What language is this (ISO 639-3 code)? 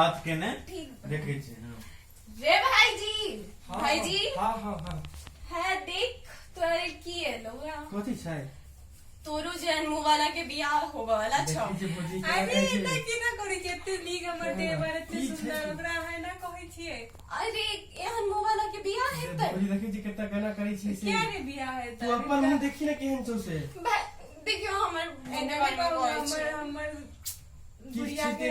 mai